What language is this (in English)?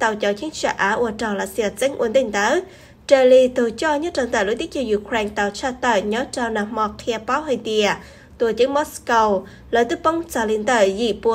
Hmong